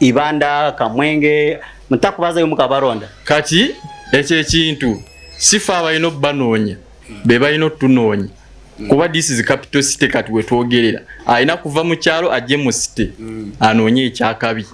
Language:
Nyankole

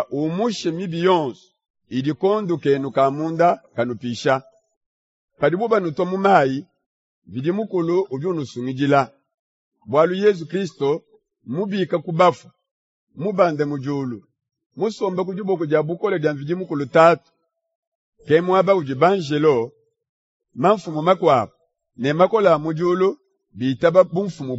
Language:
Luba-Lulua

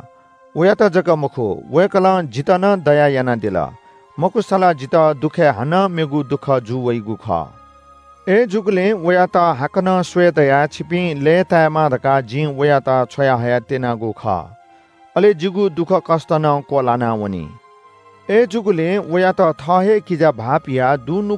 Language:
Newari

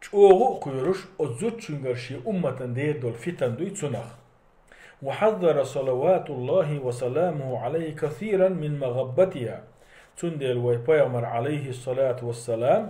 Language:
Chechen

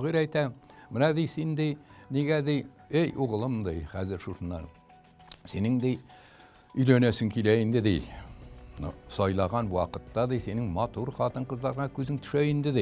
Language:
Tatar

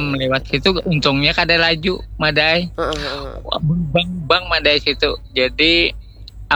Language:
Banjar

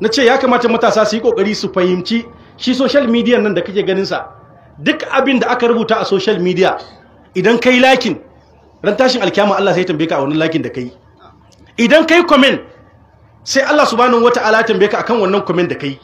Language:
Hausa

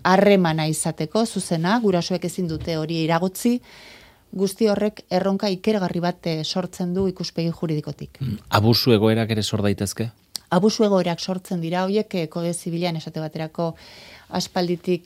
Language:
Basque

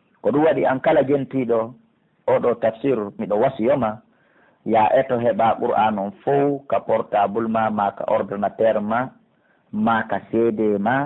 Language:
Pular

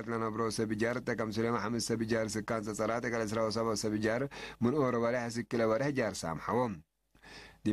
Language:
Tigre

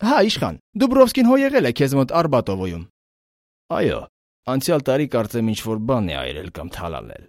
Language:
Armenian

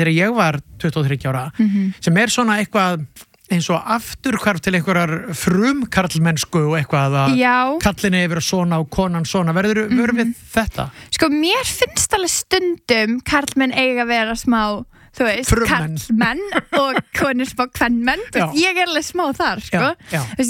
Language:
Icelandic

